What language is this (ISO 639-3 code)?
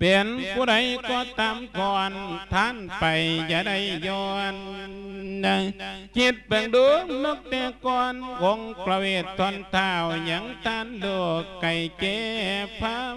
lao